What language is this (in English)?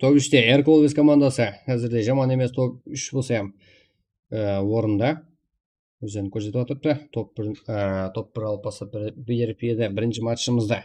Kara-Kalpak